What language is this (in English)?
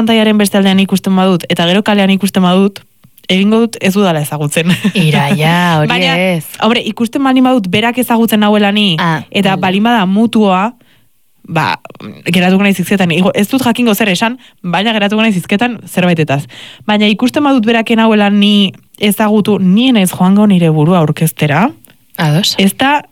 Basque